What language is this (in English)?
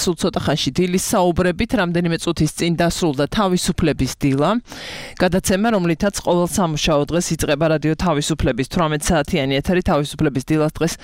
Georgian